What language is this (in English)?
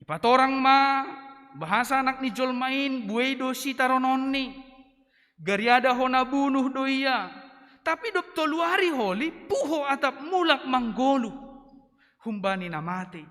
Batak Simalungun